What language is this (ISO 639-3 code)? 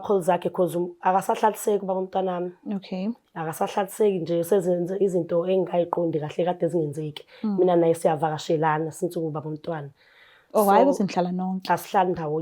zul